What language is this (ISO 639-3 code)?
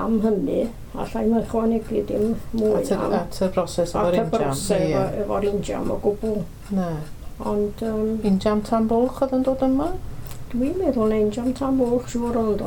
cym